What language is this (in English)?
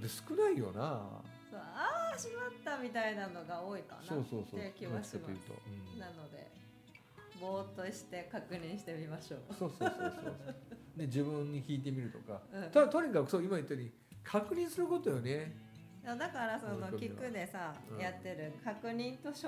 Japanese